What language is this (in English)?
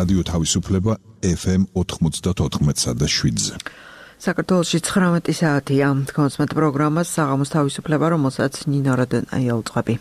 Georgian